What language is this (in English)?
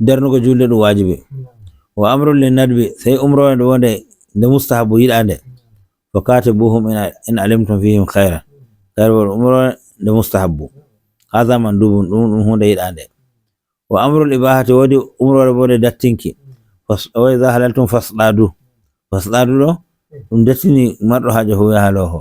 Nigerian Fulfulde